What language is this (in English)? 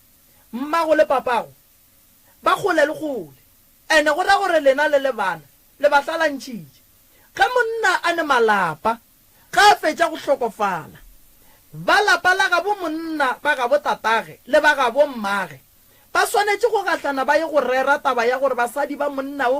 Northern Sotho